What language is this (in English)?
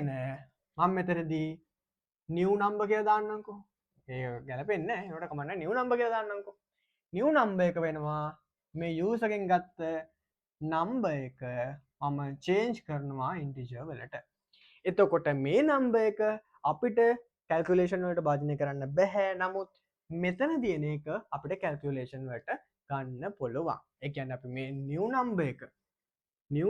Sinhala